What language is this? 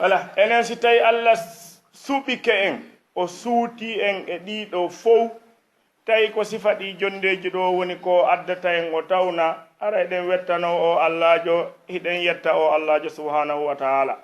Fula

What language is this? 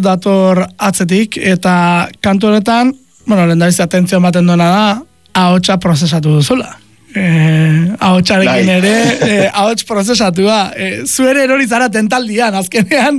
Basque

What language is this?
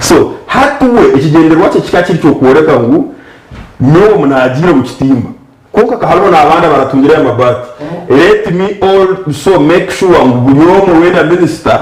Nyankole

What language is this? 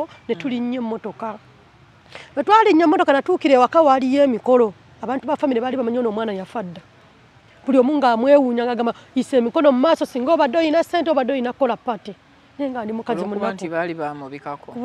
Ganda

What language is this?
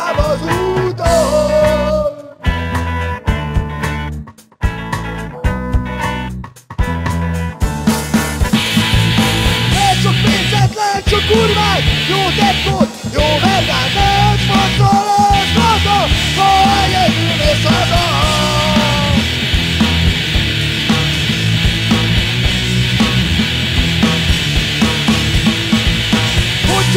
Hungarian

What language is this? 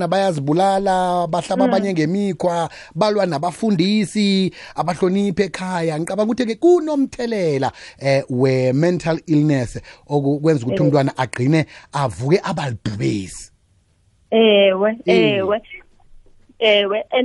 South Ndebele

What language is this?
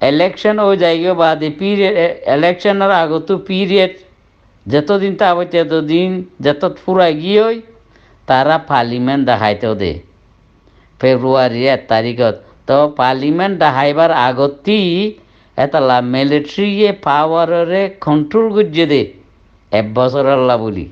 Rohingya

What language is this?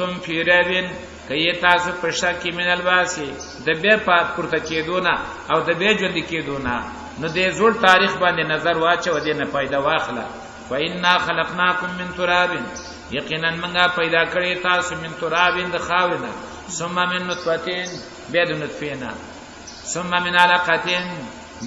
Pashto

